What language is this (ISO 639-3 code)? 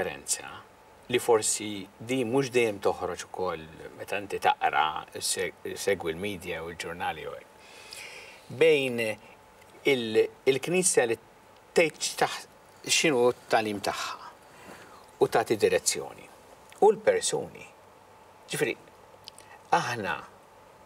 mlt